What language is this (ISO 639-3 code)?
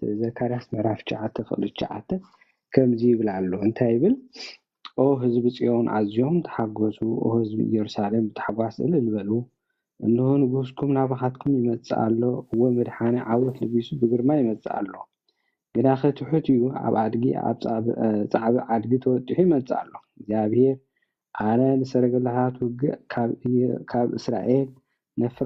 tir